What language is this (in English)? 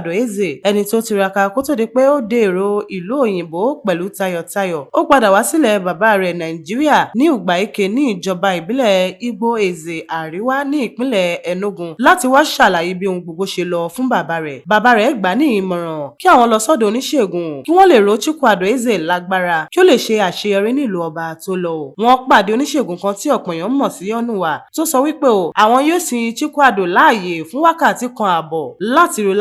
Yoruba